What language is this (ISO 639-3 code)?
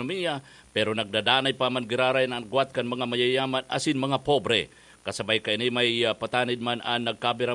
bik